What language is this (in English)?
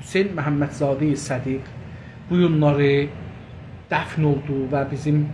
South Azerbaijani